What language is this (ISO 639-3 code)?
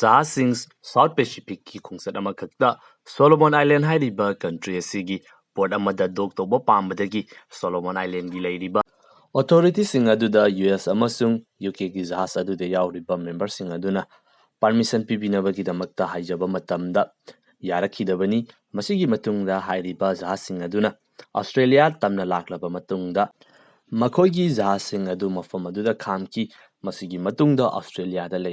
mni